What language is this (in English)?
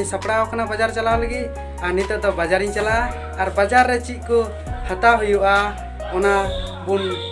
Santali